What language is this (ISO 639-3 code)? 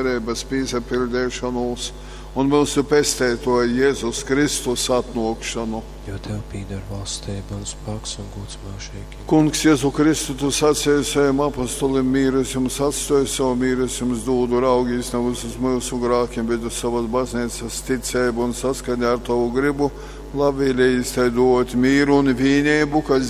ltg